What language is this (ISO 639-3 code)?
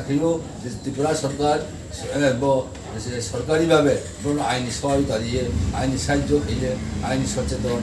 ria